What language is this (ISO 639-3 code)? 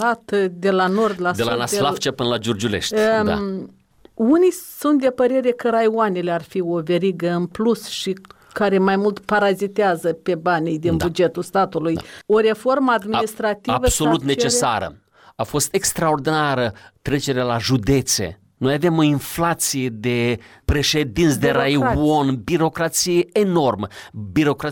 ron